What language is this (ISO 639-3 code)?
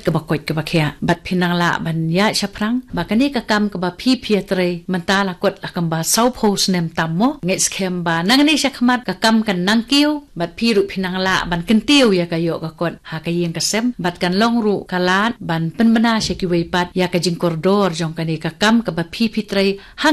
kha